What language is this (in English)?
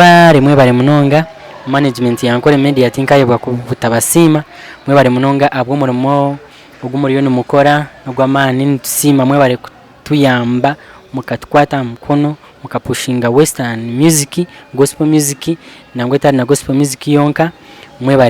Nyankole